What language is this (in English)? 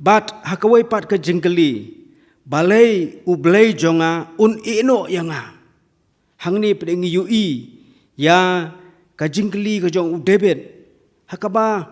Khasi